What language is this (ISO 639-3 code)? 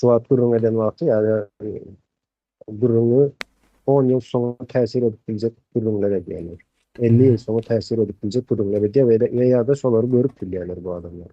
tuk